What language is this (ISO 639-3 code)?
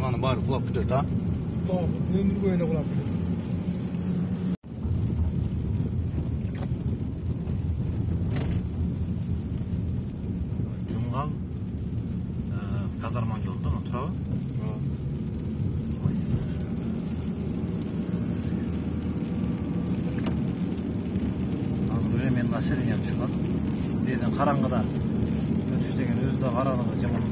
kir